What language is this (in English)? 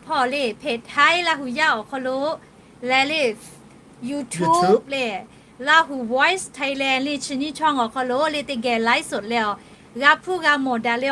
Lahu